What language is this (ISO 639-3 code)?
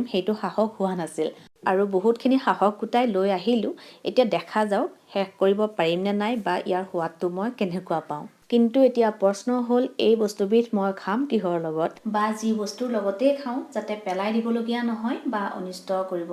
asm